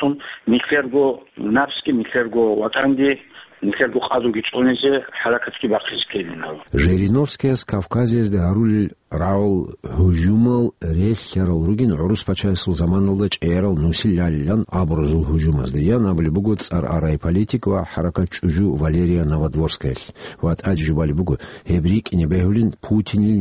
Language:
Avaric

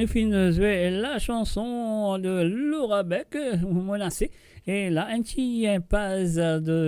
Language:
Morisyen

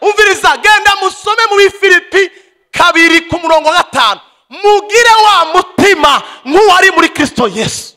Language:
Rundi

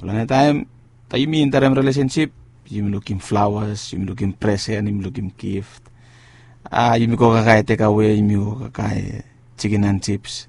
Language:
Bislama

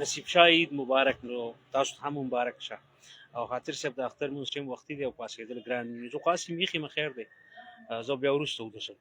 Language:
Pashto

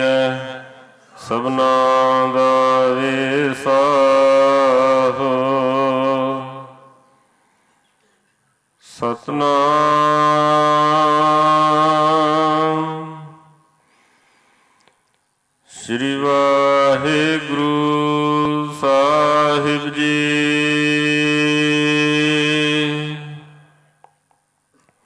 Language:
Punjabi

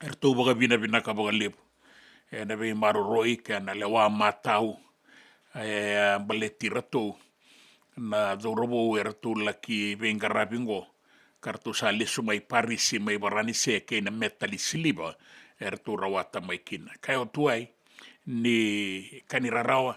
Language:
Fijian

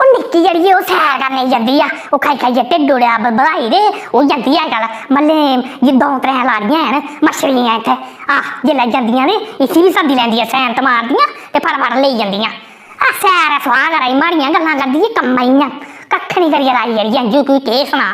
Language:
Dogri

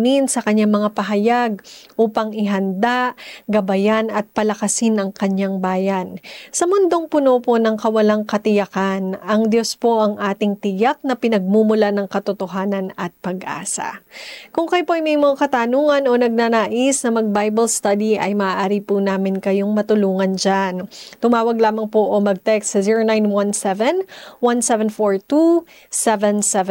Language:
Filipino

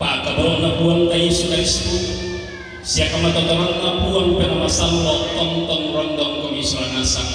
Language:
Toraja-Sa'dan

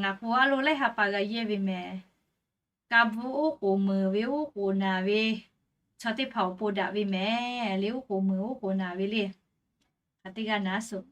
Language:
Lahu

